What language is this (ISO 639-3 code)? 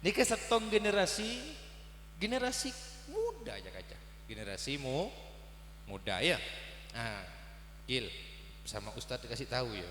mad